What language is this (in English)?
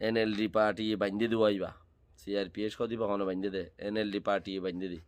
Rohingya